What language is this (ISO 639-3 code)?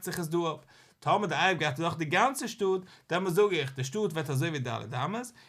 yid